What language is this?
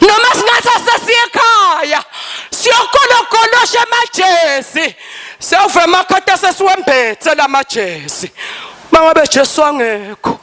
Swati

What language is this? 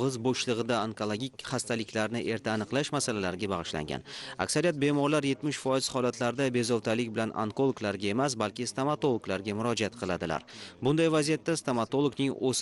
Uzbek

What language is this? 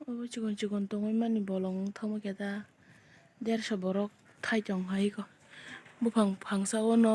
Kok Borok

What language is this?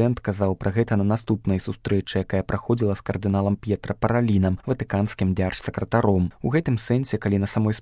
Belarusian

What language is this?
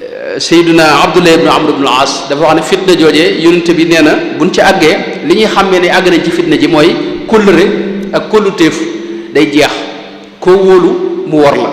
Wolof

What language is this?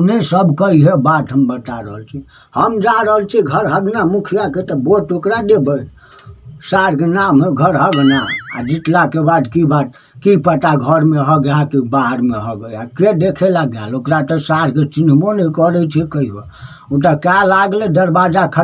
Maithili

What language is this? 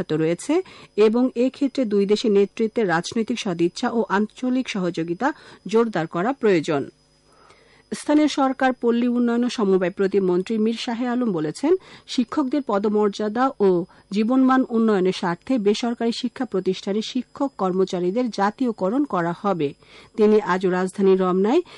Bangla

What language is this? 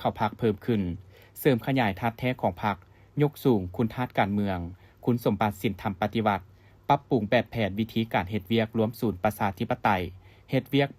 Lao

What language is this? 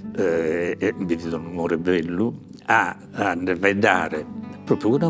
Sardinian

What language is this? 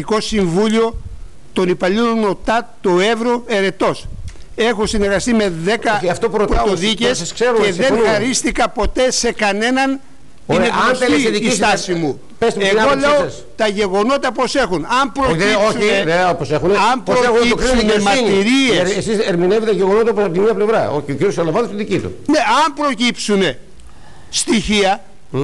Greek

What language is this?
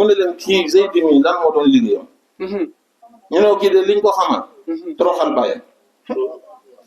Wolof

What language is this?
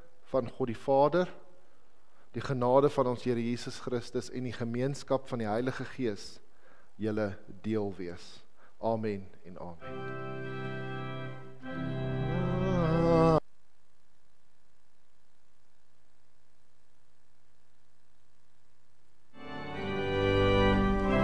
Afrikaans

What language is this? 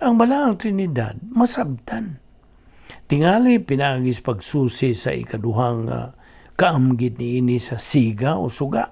Cebuano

